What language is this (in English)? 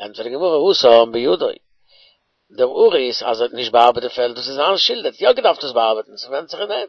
Yiddish